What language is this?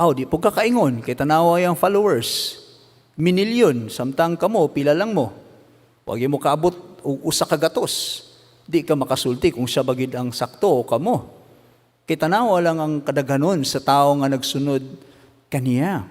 Cebuano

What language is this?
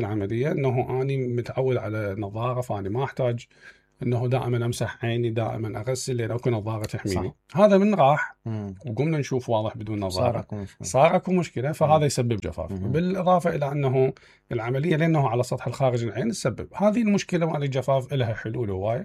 Mesopotamian Arabic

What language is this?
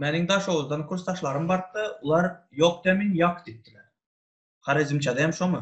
Turkmen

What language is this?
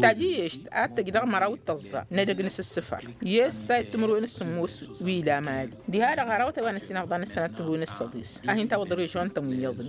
Tamasheq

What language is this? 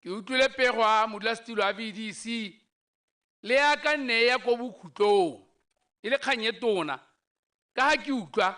Tswana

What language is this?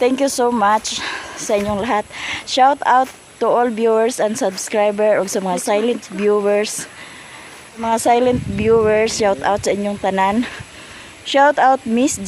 Cebuano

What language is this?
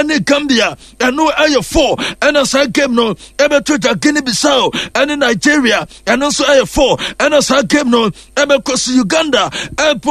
Akan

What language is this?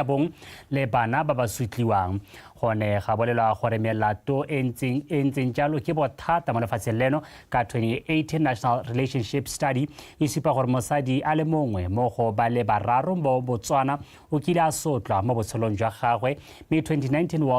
Tswana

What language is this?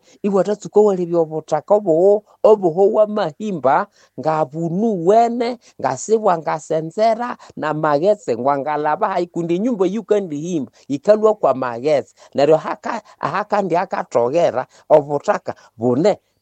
Nande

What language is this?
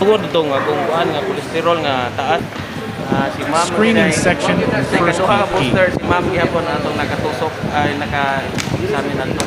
Cebuano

